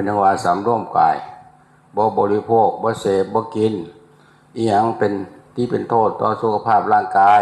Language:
Northeastern Thai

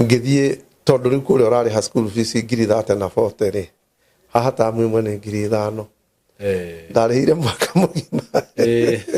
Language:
Kikuyu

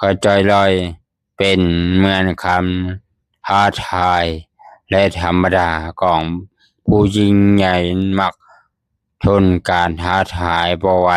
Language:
Lao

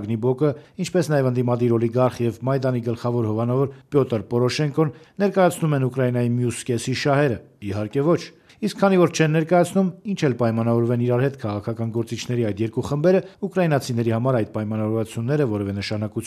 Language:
Armenian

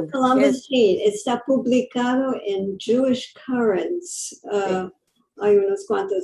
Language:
Ladino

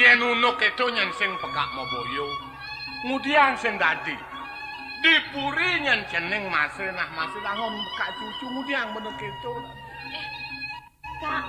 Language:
Balinese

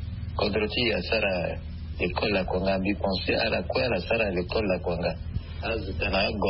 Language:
Sango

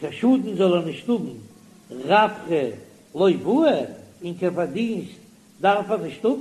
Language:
Yiddish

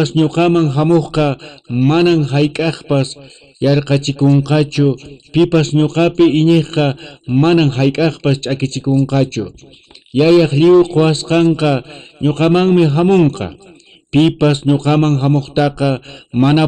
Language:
Quechua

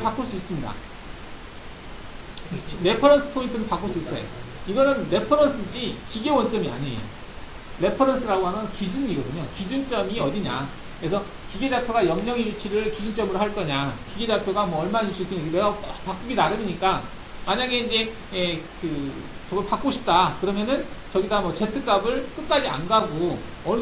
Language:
Korean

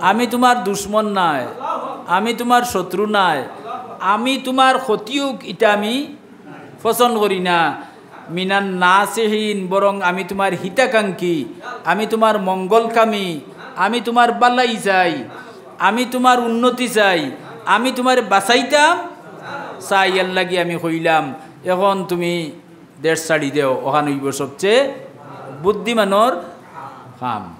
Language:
Sylheti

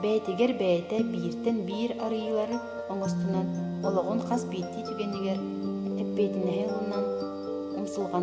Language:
Yakut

